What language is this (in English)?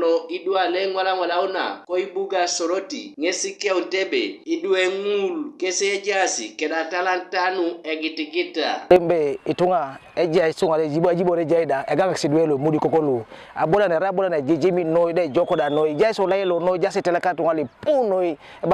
Teso